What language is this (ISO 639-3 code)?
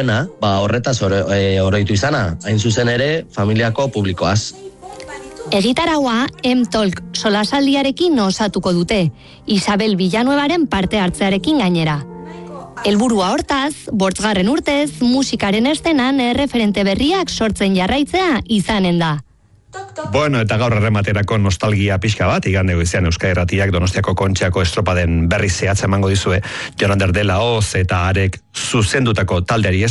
eus